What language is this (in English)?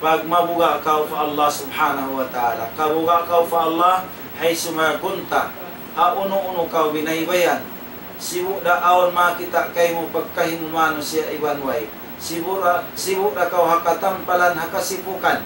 Tausug